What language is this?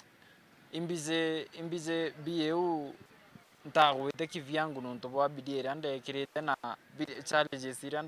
Meru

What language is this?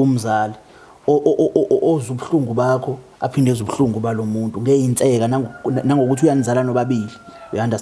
Zulu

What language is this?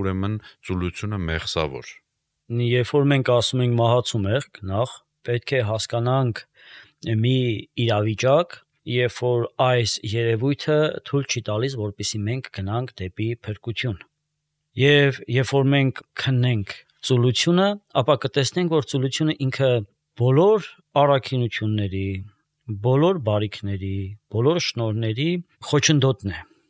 Armenian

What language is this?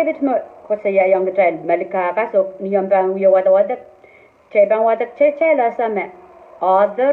Pohnpeian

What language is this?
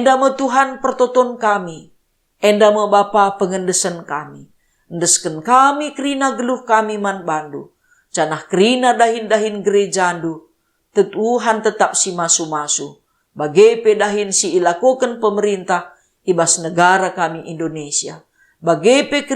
Batak Karo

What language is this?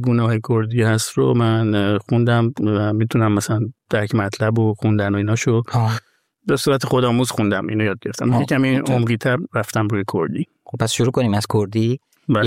Persian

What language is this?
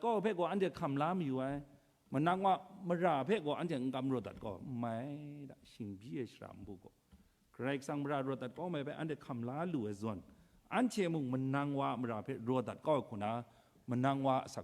Kachin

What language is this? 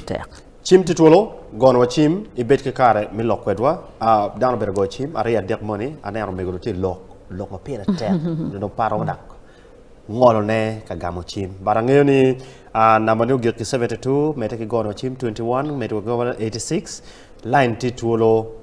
Acoli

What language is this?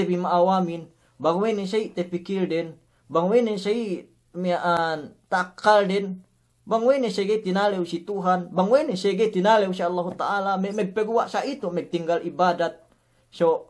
Yakan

